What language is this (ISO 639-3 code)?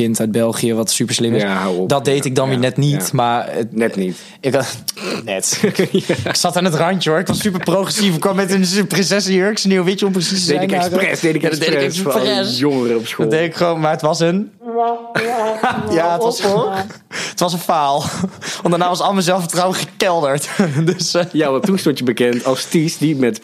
nld